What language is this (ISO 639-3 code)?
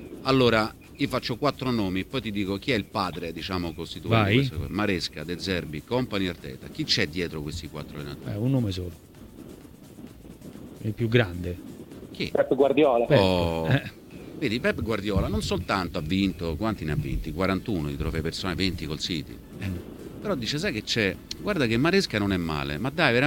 ita